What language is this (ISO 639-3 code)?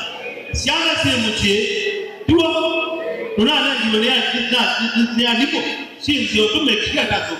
kam